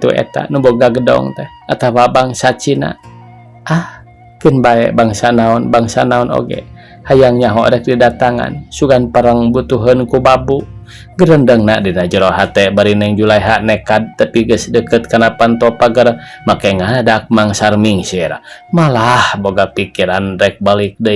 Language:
Sundanese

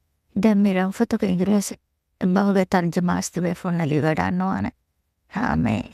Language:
Divehi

